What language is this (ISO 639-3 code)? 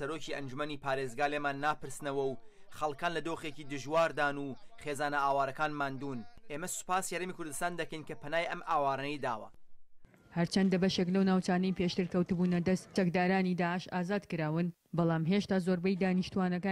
ckb